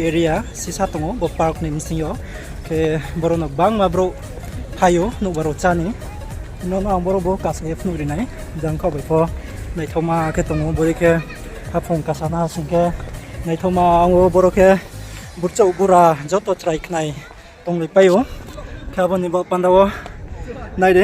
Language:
Riang (India)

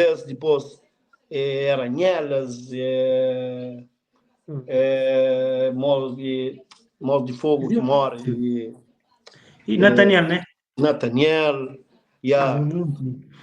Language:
Kabuverdianu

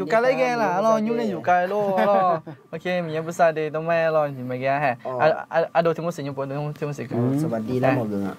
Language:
Akha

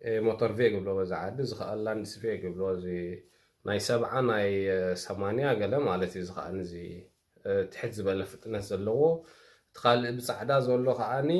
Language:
Tigrinya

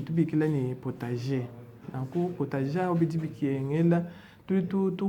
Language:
Luba-Lulua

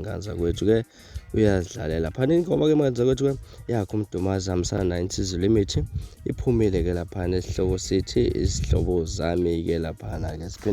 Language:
Zulu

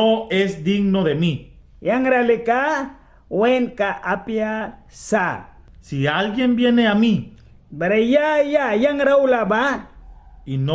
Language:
Mískito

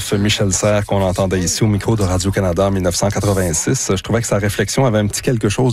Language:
French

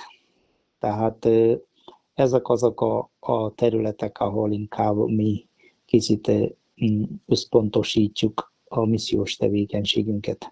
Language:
Hungarian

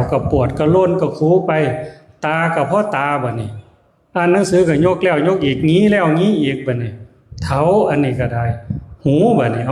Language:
Northeastern Thai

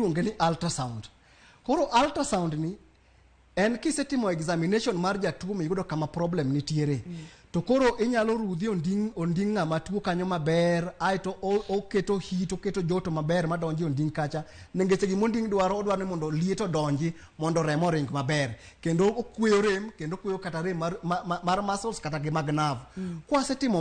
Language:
Luo (Kenya and Tanzania)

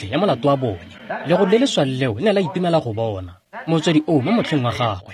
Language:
Tswana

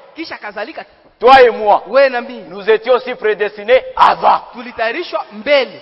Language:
Swahili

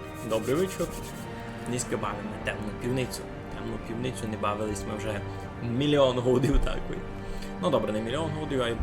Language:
Rusyn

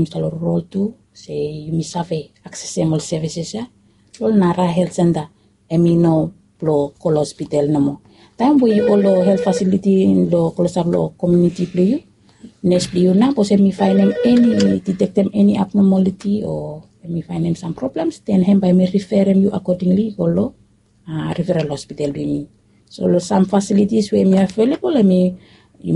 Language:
Bislama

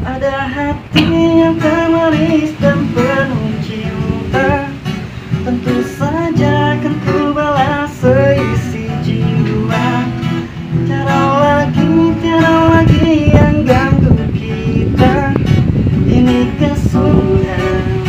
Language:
Betawi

